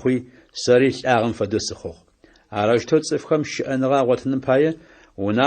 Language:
Adyghe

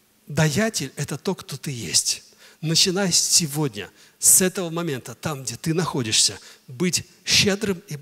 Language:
Russian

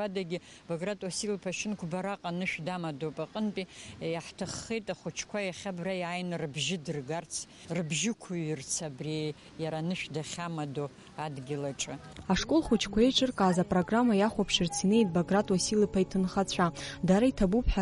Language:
Abkhazian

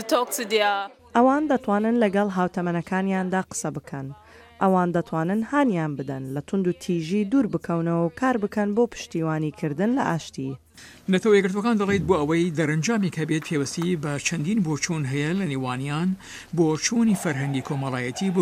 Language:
Central Kurdish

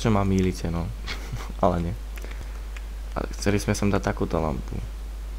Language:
Slovak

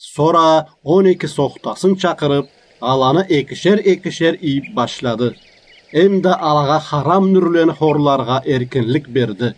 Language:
Karachay-Balkar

